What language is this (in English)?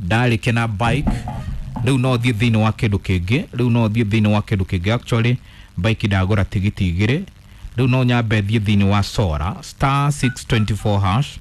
Kikuyu